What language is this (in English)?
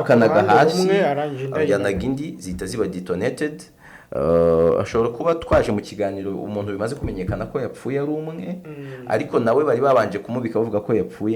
Kinyarwanda